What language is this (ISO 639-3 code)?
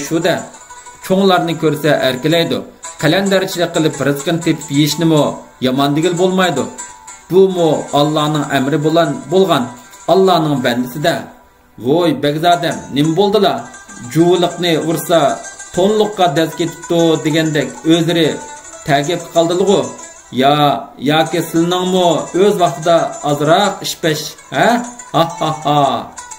uig